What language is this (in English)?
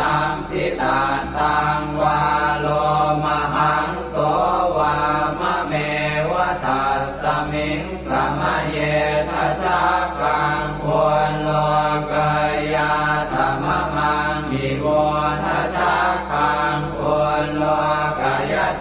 Pali